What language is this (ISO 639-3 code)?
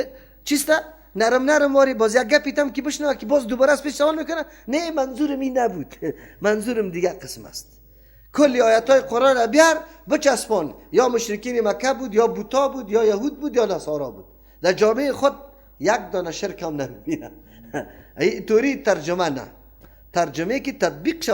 fas